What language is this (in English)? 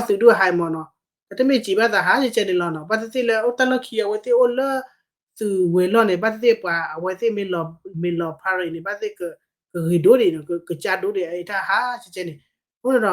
S'gaw Karen